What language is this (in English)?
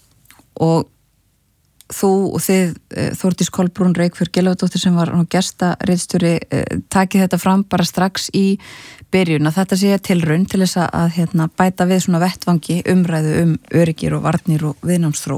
Icelandic